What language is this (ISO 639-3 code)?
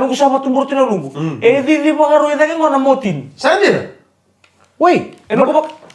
fij